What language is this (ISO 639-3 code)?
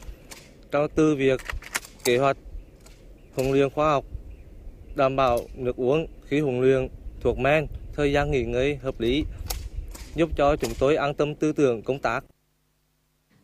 vie